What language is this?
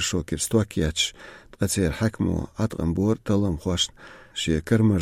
Chechen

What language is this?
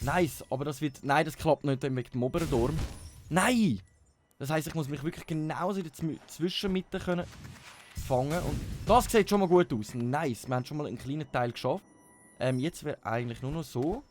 Swiss German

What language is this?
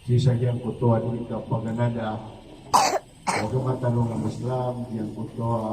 Maranao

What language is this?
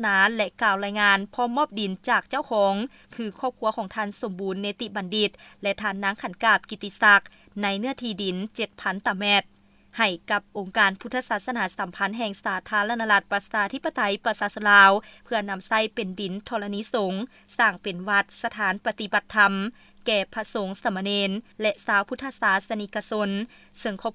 Lao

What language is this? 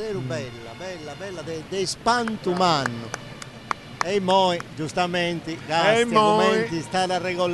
Sardinian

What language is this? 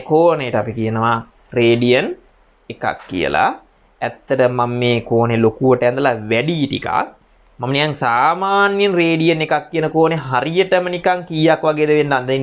Sinhala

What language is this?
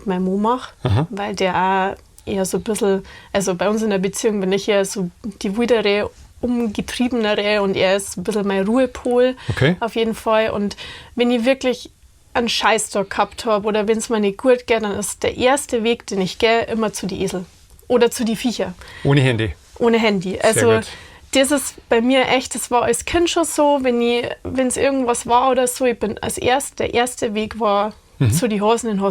Bavarian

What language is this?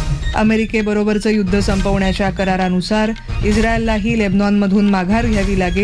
Marathi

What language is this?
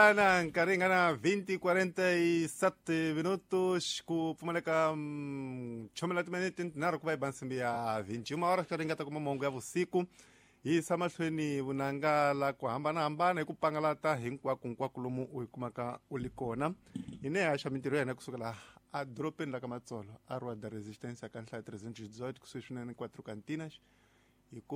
Tsonga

